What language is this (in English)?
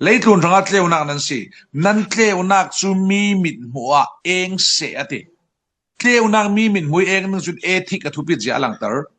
Falam Chin